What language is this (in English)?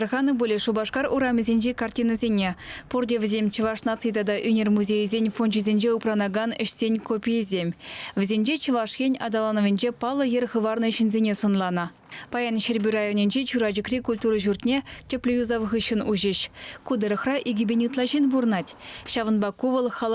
Chuvash